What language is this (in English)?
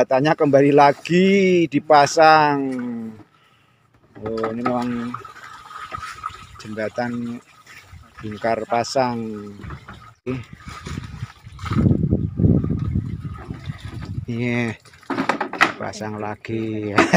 Indonesian